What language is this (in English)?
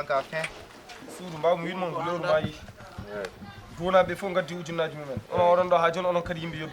Fula